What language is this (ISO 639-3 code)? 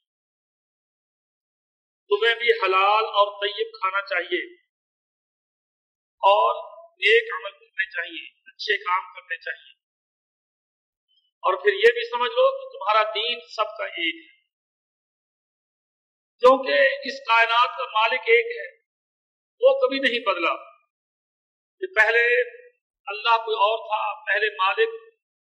urd